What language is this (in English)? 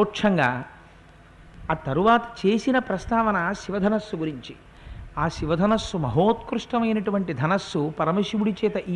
Telugu